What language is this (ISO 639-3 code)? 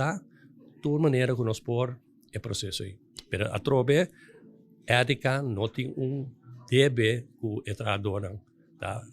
pap